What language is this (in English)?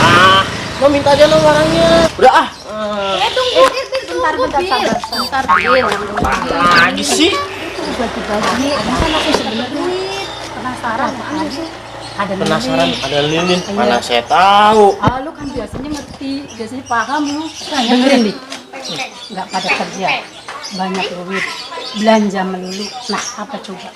Betawi